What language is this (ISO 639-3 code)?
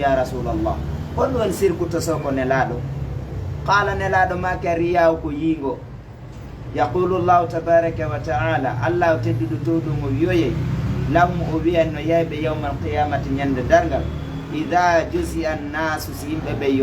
ful